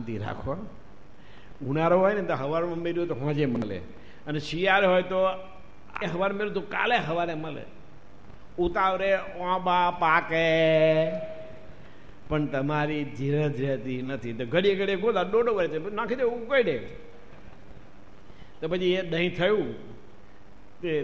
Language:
Gujarati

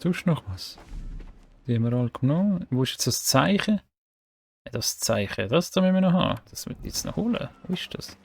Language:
Swiss German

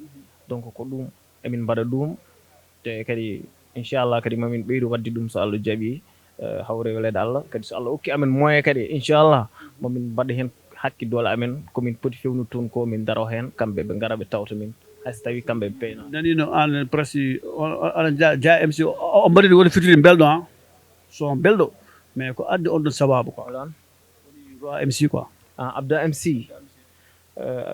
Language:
Fula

